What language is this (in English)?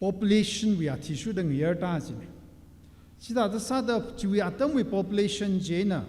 Tangkhul Naga (India)